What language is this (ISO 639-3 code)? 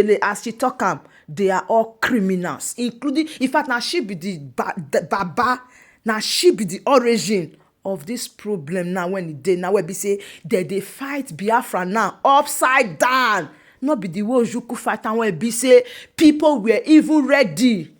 pcm